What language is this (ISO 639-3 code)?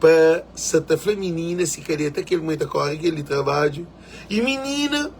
kea